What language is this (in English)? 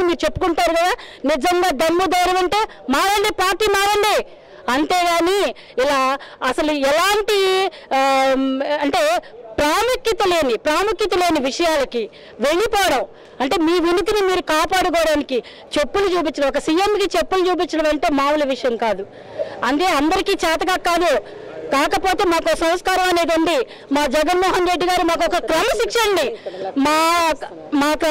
Telugu